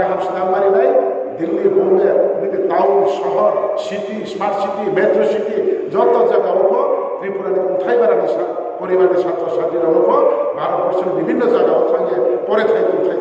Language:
Riang (India)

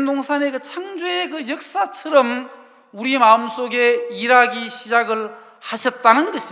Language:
Korean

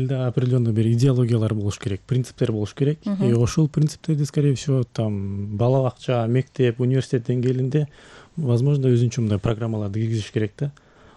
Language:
Kyrgyz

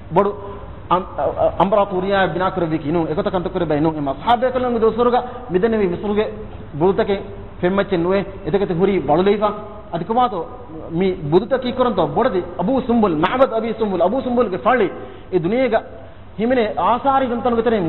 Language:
Divehi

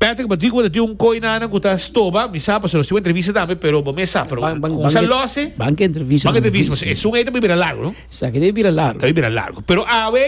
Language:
Papiamento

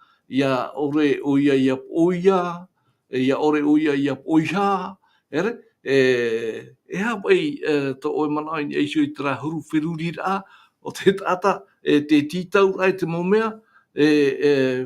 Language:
Tahitian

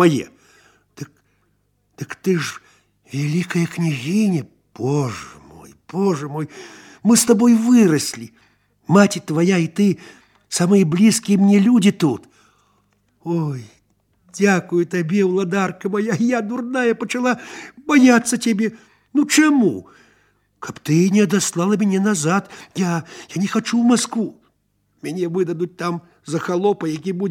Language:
Belarusian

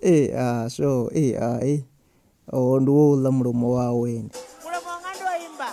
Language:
Venda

